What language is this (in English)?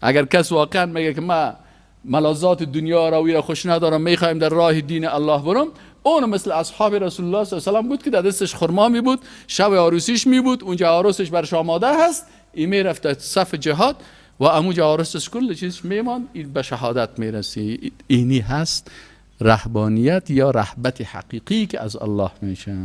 Persian